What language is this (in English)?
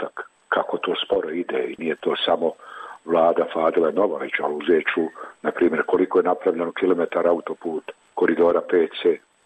Bosnian